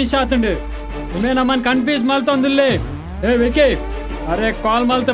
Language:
Tulu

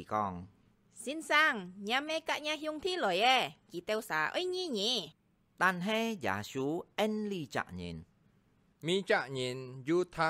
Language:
Hakka Chinese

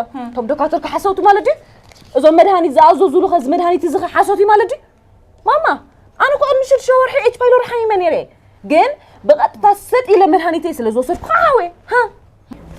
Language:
Tigrinya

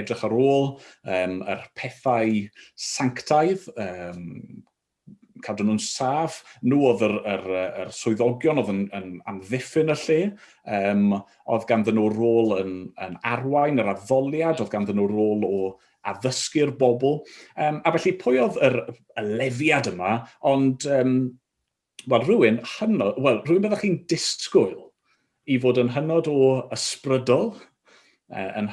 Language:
Welsh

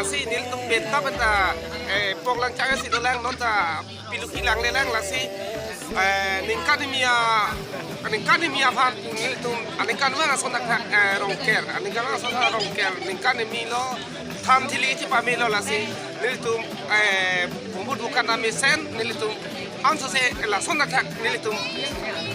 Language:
Karbi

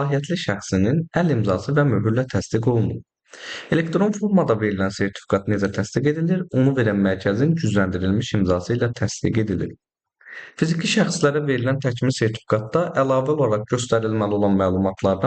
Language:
Azerbaijani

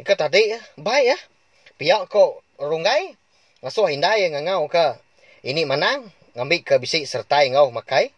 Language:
Iban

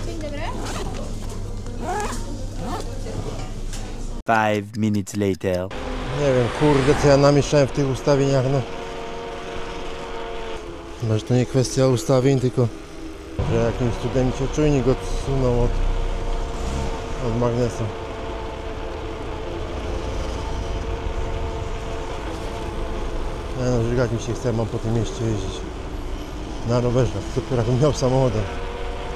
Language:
Polish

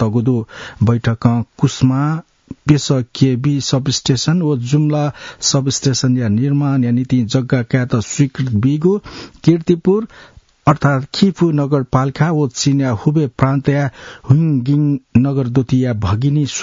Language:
Newari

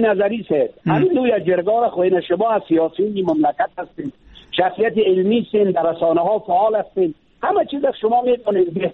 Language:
Persian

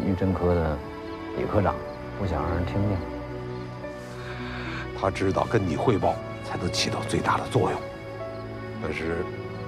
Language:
Chinese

